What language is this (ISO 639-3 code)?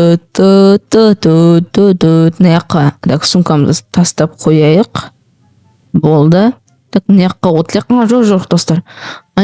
kaz